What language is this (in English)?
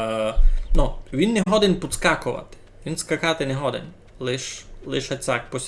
Rusyn